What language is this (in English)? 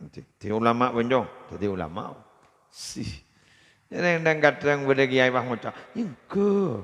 Madurese